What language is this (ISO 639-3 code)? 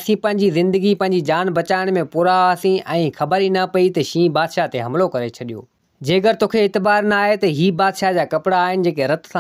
snd